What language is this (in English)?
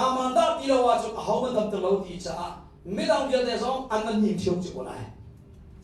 Hakha Chin